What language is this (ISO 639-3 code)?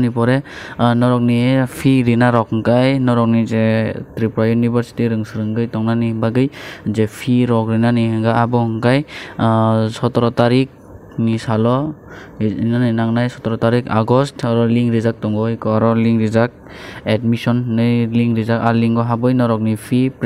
trp